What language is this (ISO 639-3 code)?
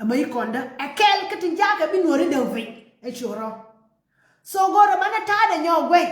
nus